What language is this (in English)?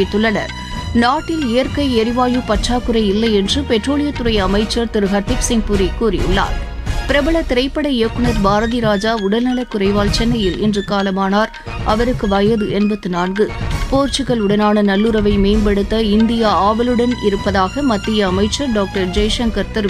Tamil